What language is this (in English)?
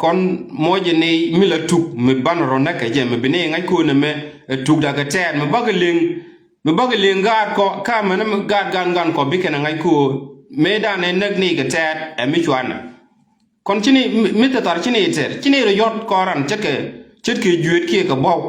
Nuer